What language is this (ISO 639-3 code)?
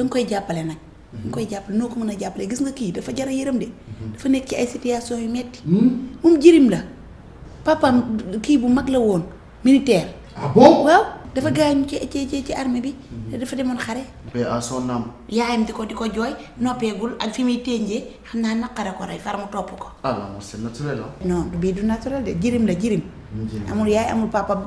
wol